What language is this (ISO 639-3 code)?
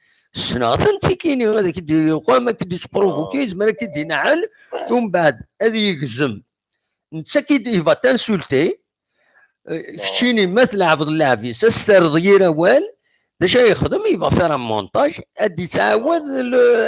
kab